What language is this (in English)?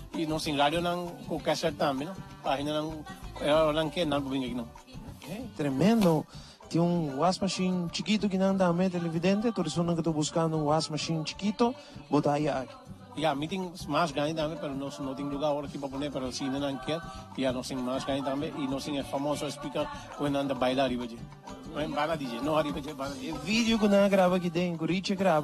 Papiamento